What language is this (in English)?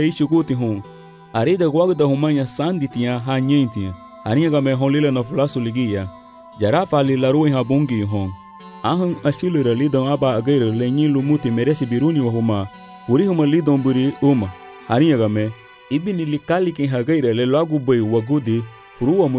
Garifuna